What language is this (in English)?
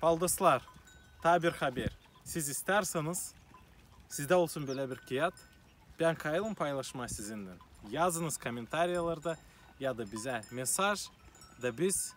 Gagauz